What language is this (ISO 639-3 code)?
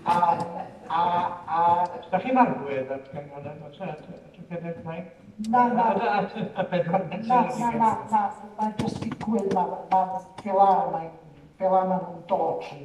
cym